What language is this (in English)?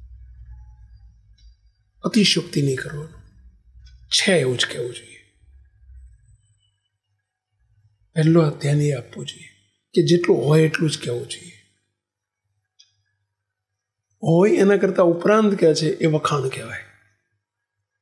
Gujarati